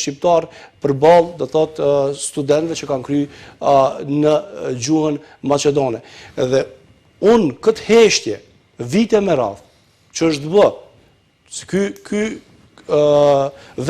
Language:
Albanian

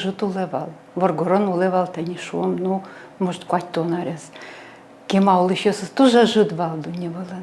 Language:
Udmurt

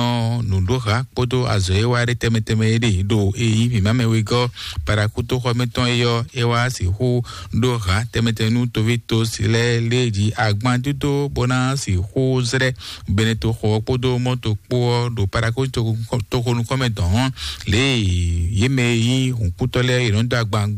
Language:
Fon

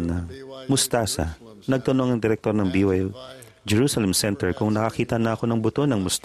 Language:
Filipino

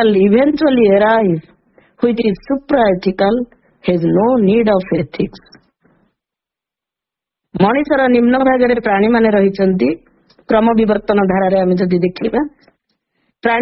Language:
Odia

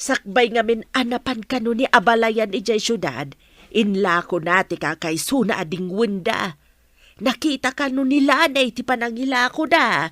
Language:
Iloko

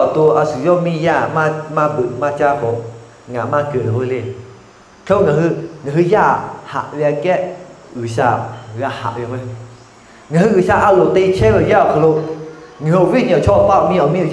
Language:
Lahu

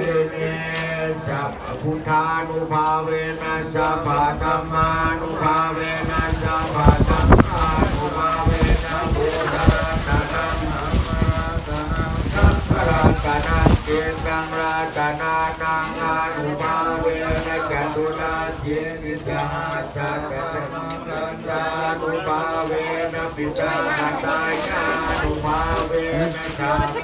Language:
Pali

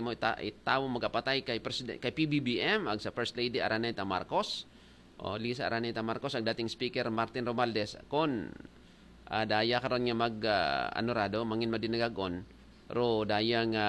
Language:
Aklanon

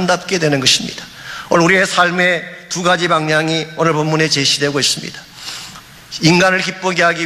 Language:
Korean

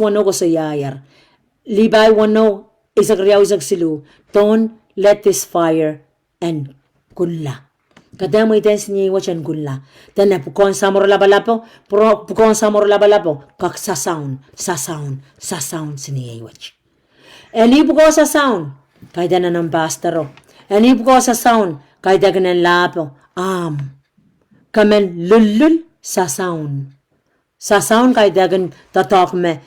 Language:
Pohnpeian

